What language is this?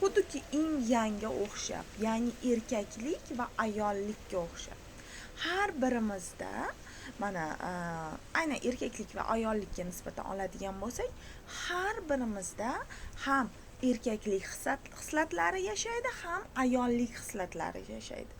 Uzbek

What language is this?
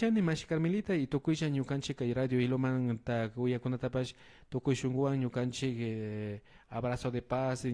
Imbabura Highland Quichua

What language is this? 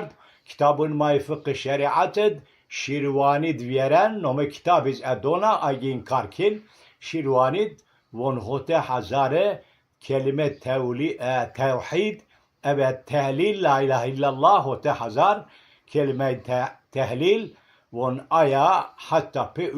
Zaza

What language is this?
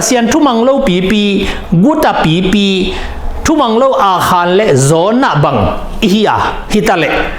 Tedim Chin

